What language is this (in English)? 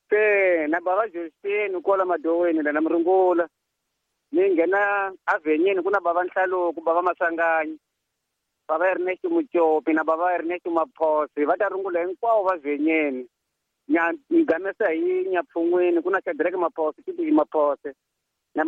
Tsonga